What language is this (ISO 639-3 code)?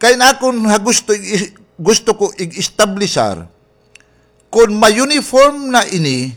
war